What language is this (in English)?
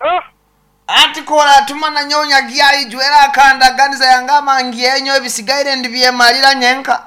Nyankole